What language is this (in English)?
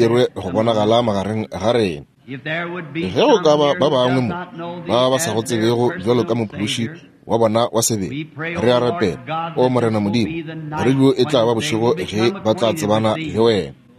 Northern Sotho